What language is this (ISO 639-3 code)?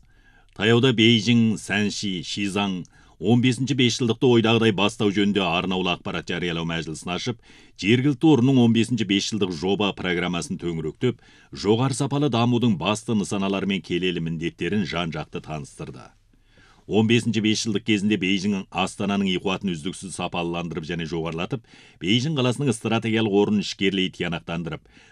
kaz